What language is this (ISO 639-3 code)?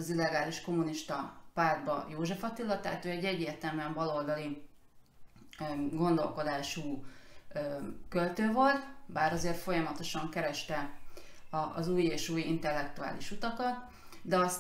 hun